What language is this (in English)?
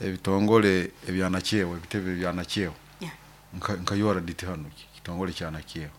Nyoro